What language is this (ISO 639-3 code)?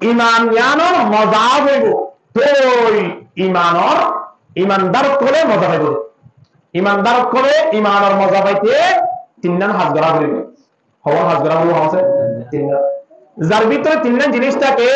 rhg